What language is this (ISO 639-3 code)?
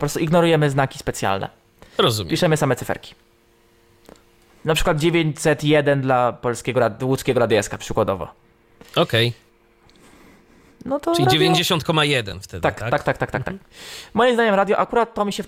pol